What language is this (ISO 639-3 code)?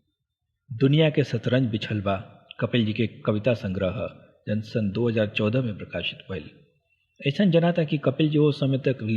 bho